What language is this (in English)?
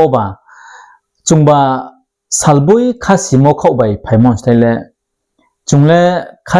Riang (India)